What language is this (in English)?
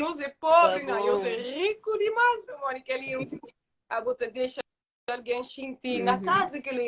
Kabuverdianu